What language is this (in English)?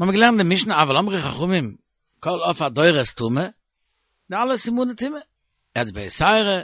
Yiddish